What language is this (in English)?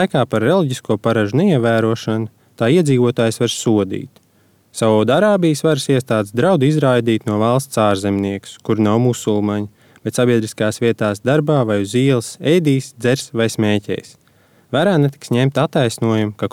Latvian